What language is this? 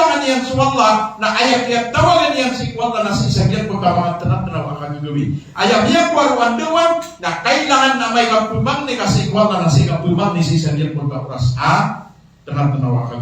Maranao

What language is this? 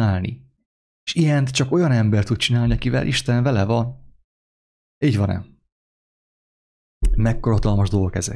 Hungarian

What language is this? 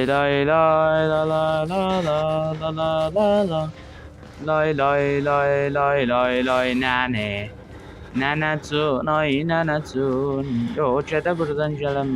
South Azerbaijani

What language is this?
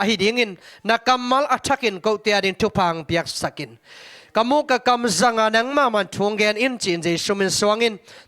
Tedim Chin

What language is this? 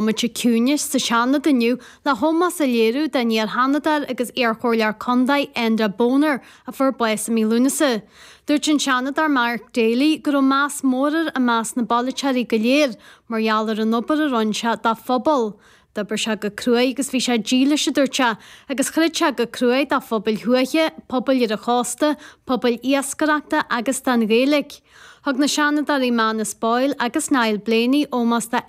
Irish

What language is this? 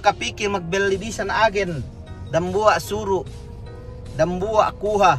Yakan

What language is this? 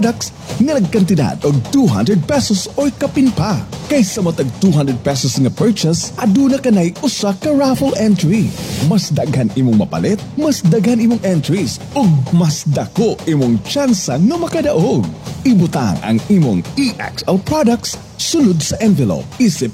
Cebuano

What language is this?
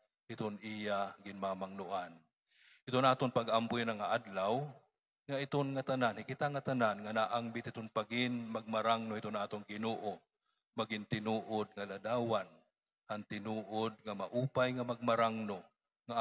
Waray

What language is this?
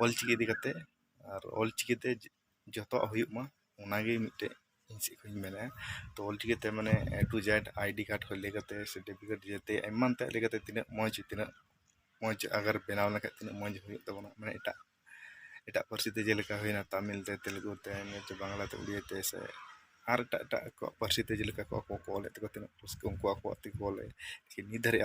Santali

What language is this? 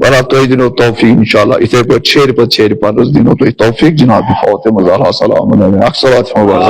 Kashmiri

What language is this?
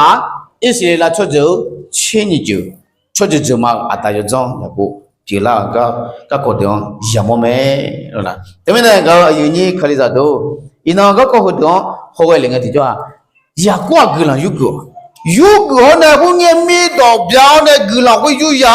Akha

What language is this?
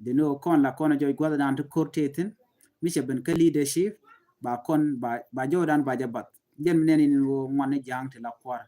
Nuer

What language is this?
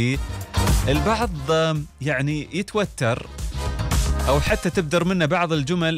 Arabic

